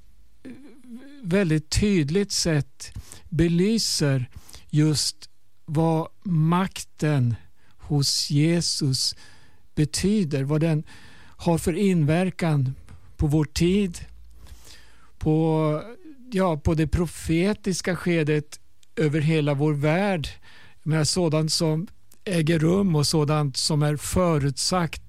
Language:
Swedish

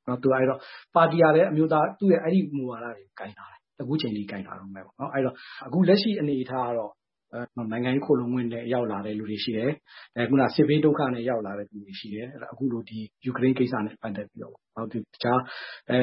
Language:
Burmese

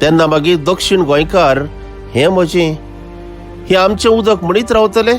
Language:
Konkani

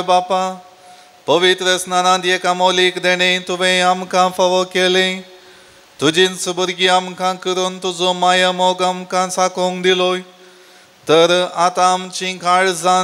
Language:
Konkani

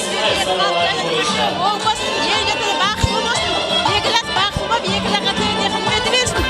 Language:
Kara-Kalpak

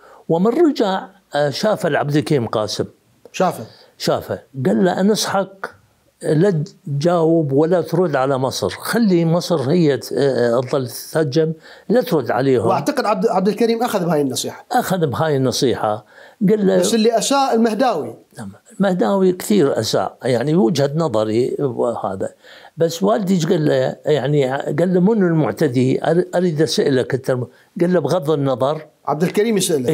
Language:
Mesopotamian Arabic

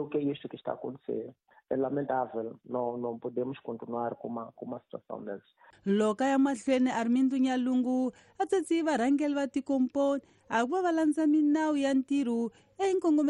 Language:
Tsonga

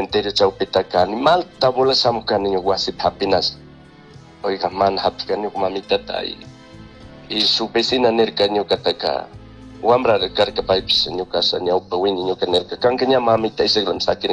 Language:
Chimborazo Highland Quichua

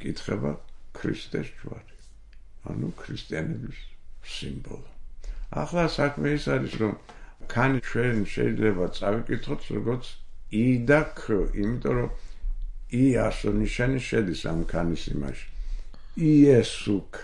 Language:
Georgian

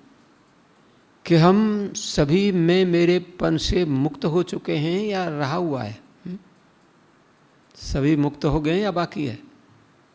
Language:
Hindi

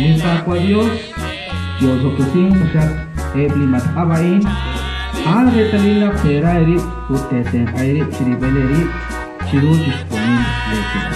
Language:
Kekchí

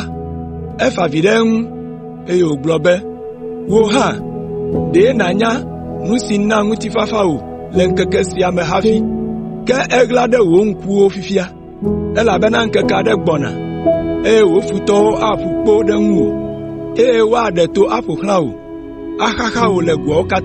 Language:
Ewe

